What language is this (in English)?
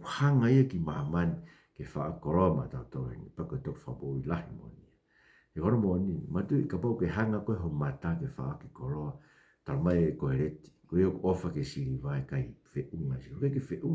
Tongan